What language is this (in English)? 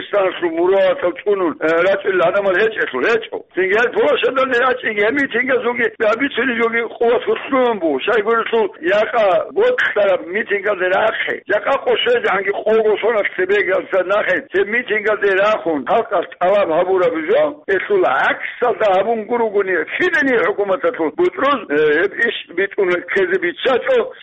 Avaric